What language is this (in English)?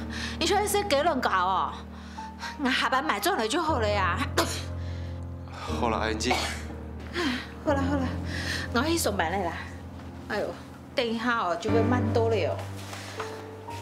Hakka Chinese